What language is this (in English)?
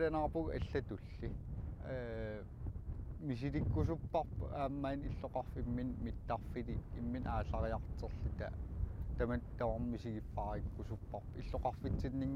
Kalaallisut